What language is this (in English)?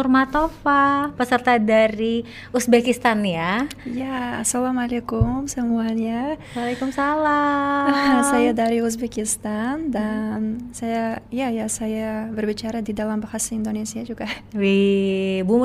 Indonesian